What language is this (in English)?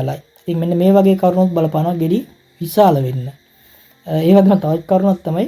Sinhala